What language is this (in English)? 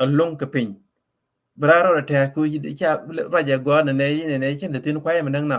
Nuer